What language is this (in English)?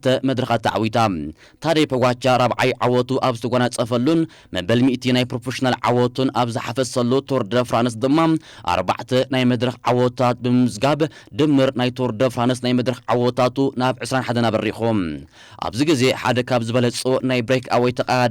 Tigrinya